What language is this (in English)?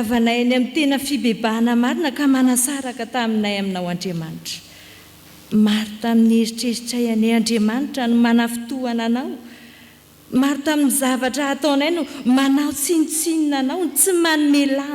Malagasy